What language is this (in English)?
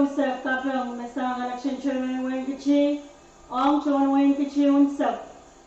Pohnpeian